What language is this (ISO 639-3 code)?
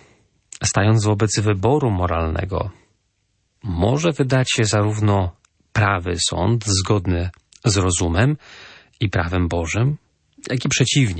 pol